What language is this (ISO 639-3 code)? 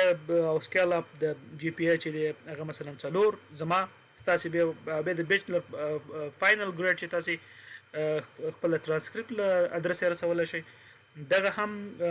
pus